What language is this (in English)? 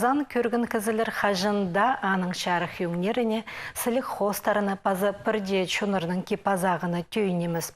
Khakas